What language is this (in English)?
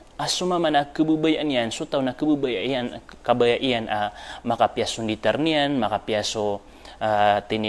Maranao